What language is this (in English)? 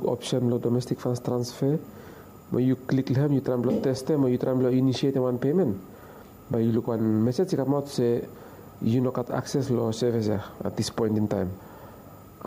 Bislama